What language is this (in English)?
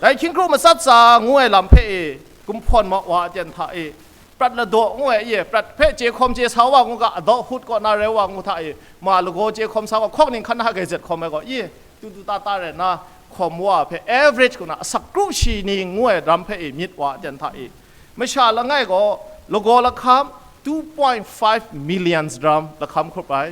Kachin